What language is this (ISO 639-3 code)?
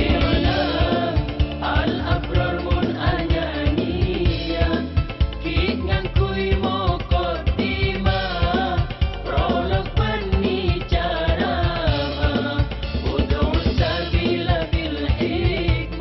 mad